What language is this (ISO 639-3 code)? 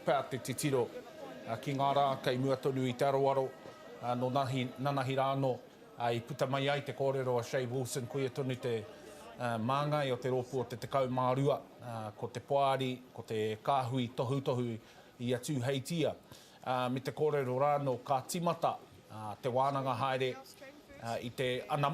mri